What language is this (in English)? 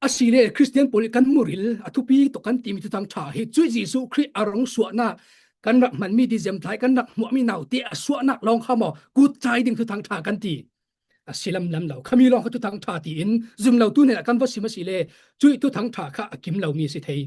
Falam Chin